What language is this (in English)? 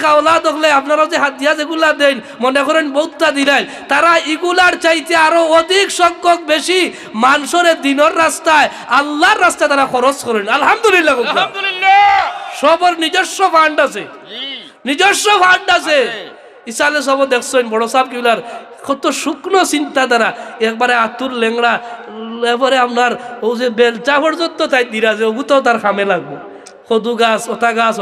Sylheti